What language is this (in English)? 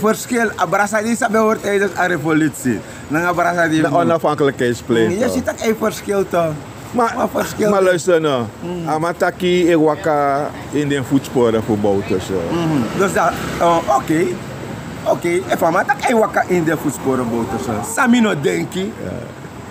Sranan Tongo